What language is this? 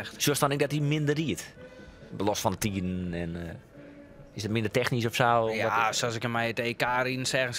Western Frisian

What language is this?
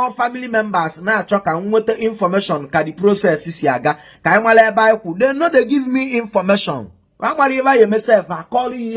Igbo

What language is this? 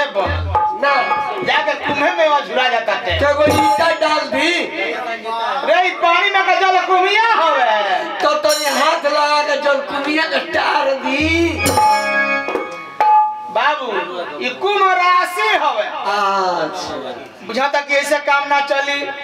Bhojpuri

